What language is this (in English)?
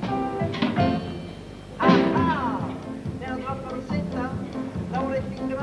Italian